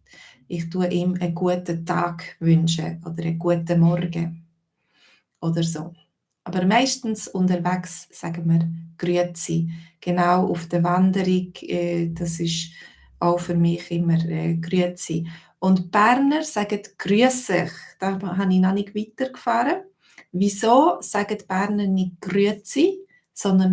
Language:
Swiss German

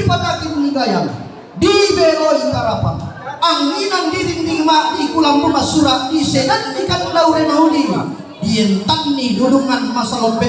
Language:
Toraja-Sa'dan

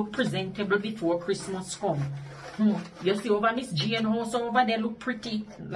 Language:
Jamaican Creole English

